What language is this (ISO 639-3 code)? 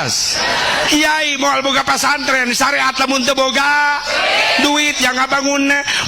sun